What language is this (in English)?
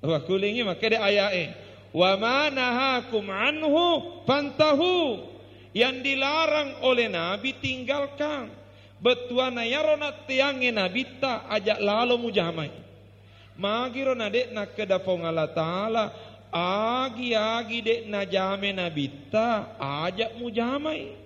Buginese